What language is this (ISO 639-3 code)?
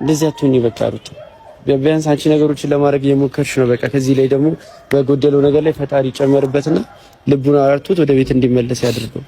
amh